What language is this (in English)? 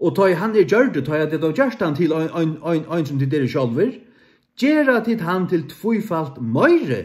Faroese